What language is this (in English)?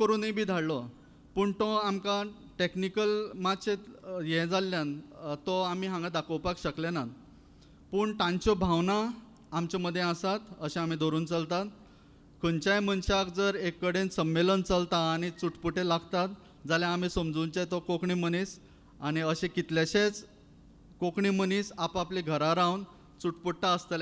Konkani